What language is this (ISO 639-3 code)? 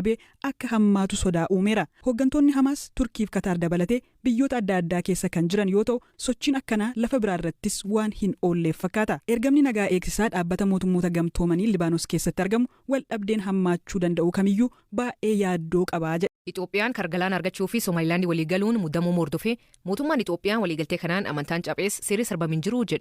orm